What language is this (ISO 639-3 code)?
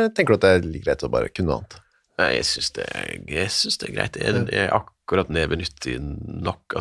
nor